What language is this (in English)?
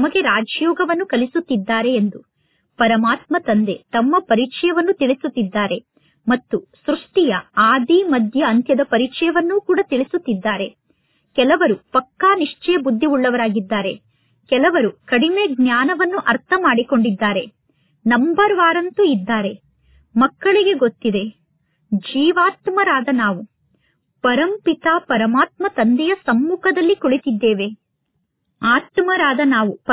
Kannada